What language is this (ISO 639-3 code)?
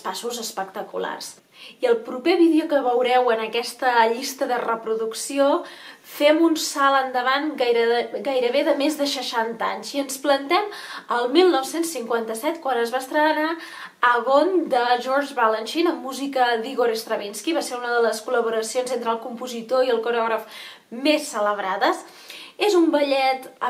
cat